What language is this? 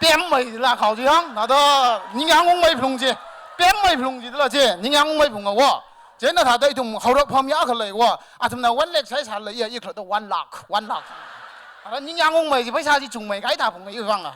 Tangkhul Naga (India)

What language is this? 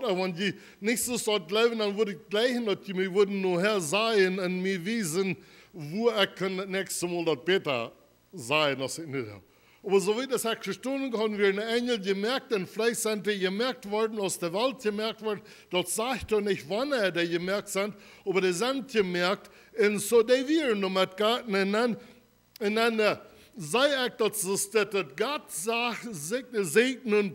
Plautdietsch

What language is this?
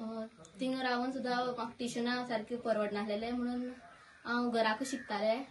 Konkani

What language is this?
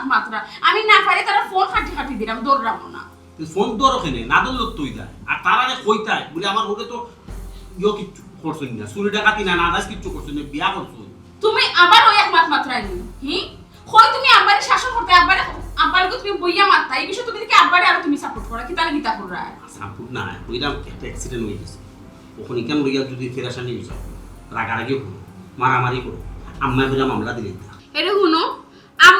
Sylheti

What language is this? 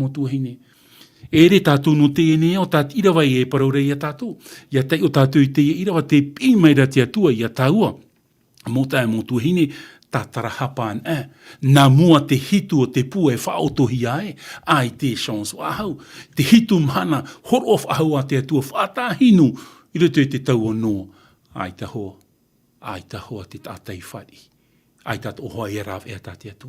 Tahitian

